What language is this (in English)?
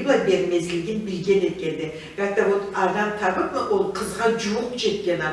Karachay-Balkar